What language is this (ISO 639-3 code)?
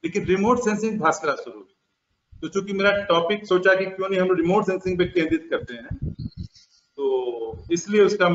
hin